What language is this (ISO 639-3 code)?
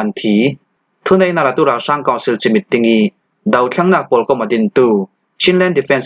cfm